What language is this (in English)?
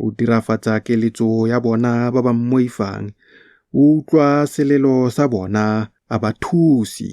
Tswana